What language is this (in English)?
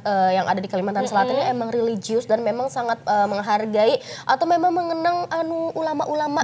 Banjar